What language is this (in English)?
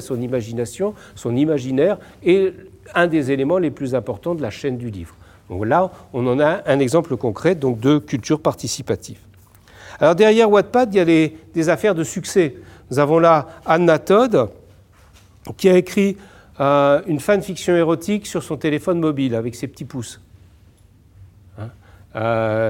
French